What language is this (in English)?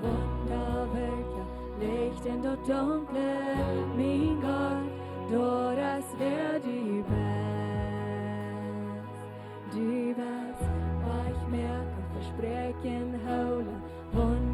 Plautdietsch